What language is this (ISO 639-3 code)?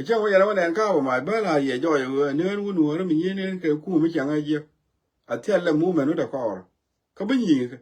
nus